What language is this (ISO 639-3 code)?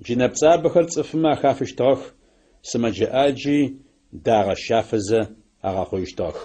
ady